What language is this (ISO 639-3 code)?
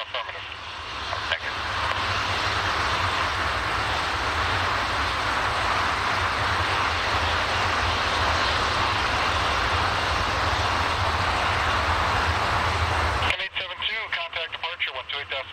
eng